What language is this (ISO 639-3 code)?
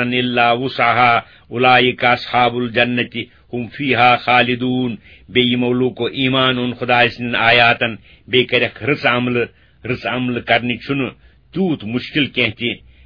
kas